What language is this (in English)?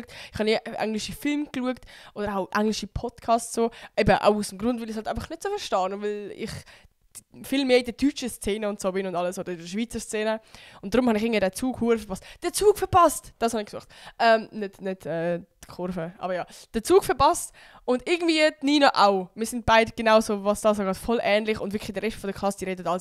Swiss German